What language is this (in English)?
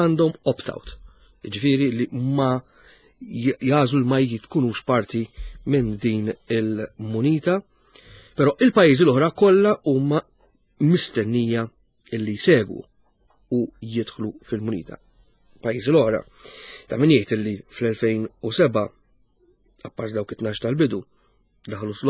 Maltese